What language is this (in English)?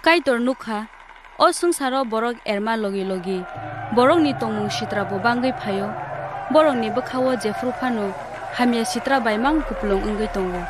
Kok Borok